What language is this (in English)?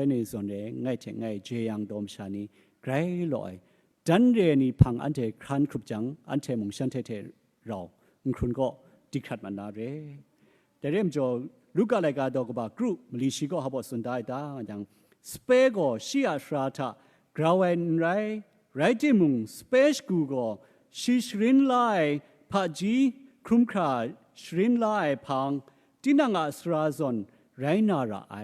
Kachin